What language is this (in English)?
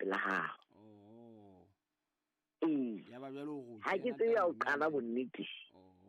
Southern Sotho